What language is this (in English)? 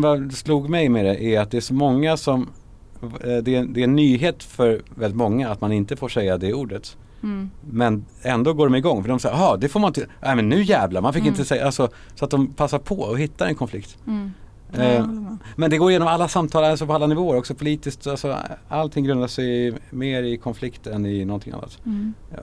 Swedish